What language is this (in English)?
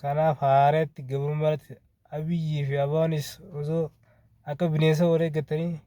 Oromo